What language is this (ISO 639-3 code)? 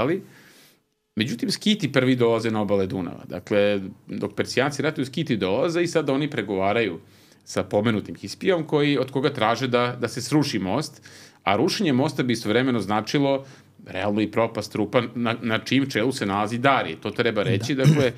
srp